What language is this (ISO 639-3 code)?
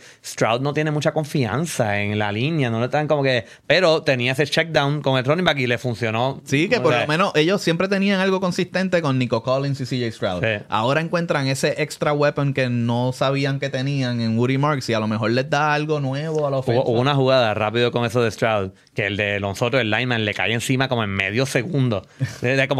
spa